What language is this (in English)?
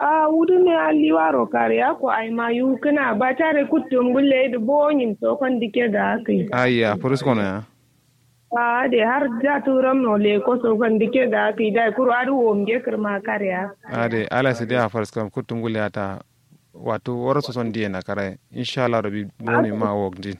Kanuri